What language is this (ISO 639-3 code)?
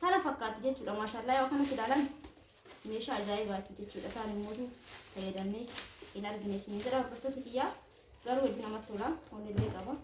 orm